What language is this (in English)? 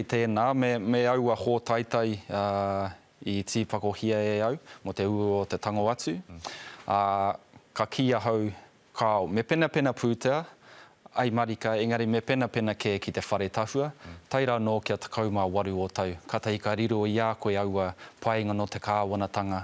Māori